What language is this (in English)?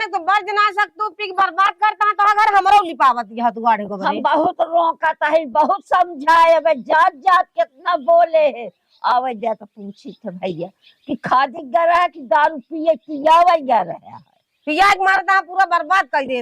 Awadhi